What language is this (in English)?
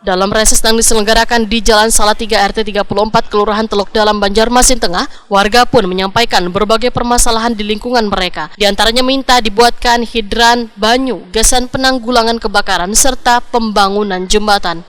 Banjar